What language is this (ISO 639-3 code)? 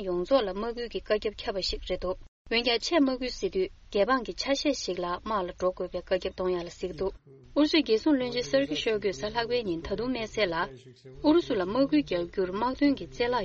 bod